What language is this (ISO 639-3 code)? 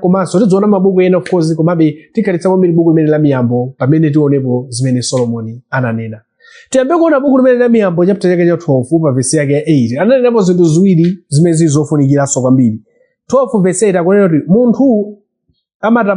nya